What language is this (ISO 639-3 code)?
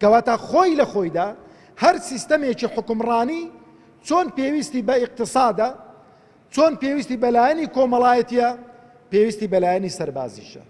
ckb